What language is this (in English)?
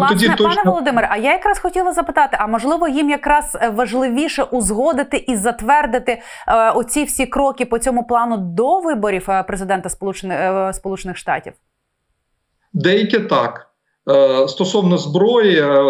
Ukrainian